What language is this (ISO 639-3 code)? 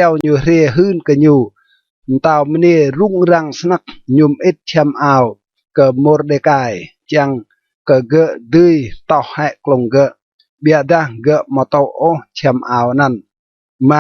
rad